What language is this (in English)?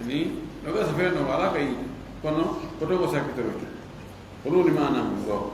Fula